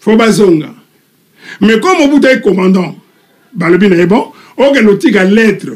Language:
Lingala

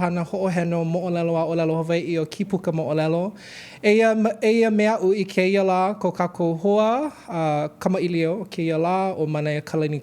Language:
Hawaiian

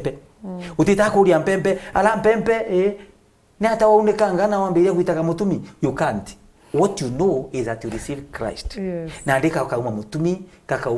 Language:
Meru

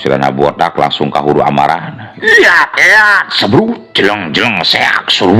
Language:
Sundanese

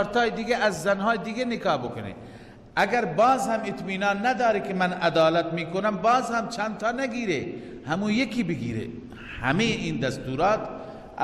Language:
Persian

